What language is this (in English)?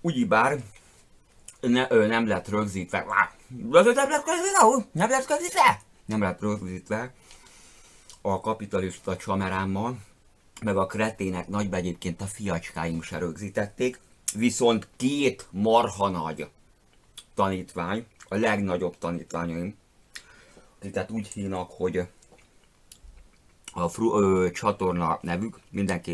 Hungarian